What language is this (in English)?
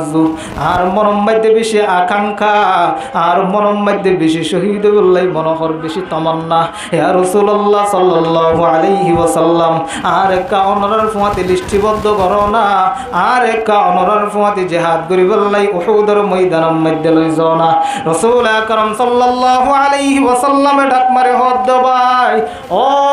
Rohingya